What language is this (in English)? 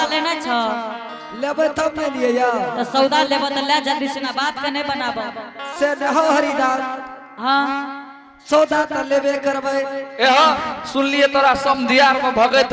Angika